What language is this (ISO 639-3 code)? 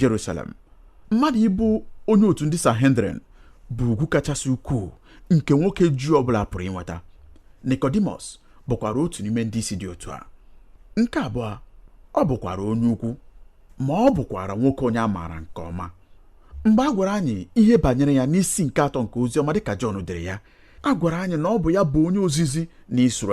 ibo